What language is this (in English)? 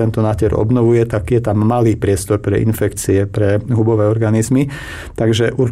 Slovak